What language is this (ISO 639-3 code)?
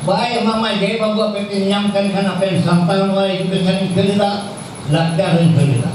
sat